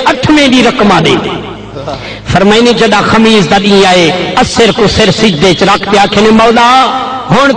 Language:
Saraiki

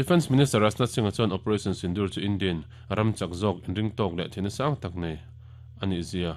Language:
Mizo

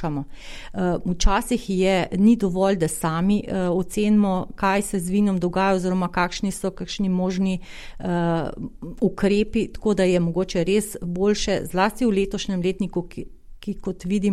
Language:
Slovenian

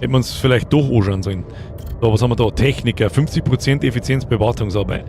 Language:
Bavarian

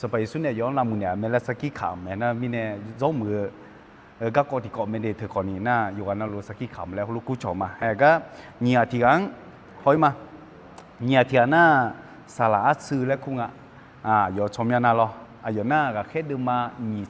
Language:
Akha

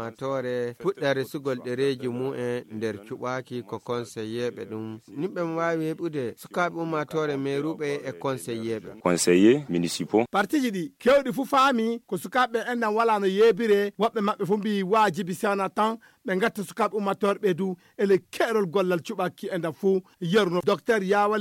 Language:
Fula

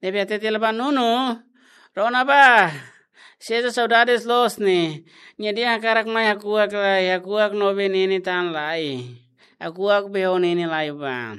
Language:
Tetum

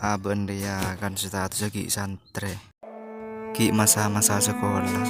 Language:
Madurese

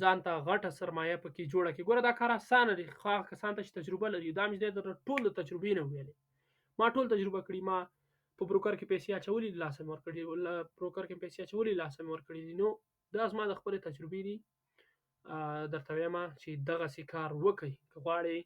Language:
Pashto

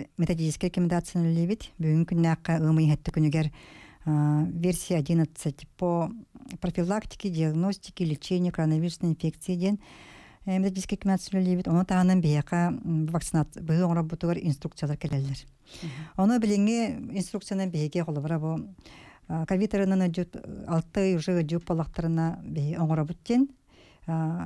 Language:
Yakut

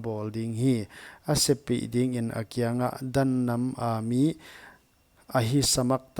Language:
Paite Chin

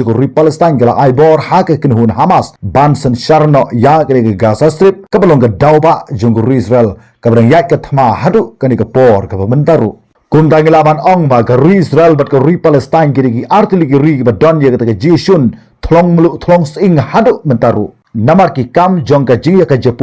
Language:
Khasi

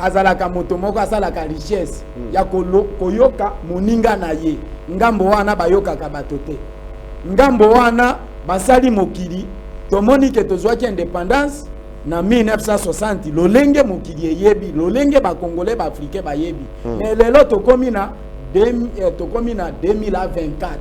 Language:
Lingala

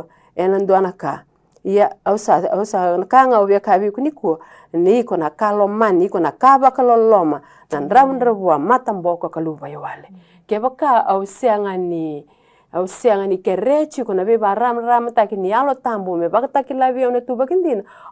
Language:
Fijian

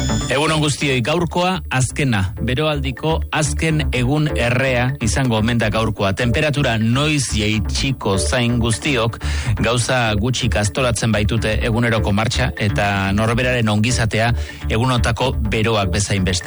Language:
Basque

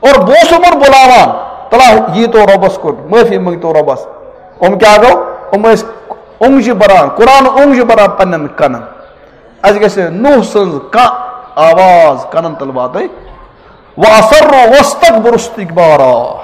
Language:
Kashmiri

